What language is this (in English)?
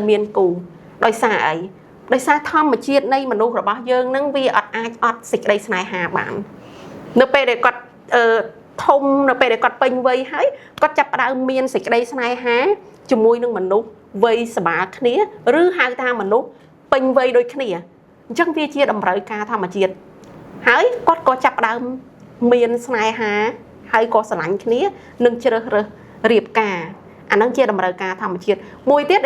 Khmer